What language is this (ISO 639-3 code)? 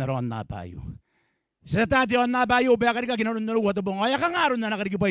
gil